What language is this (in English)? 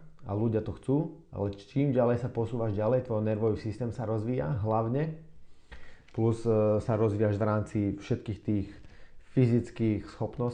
Slovak